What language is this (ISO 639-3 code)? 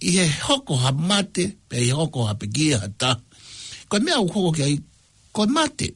ton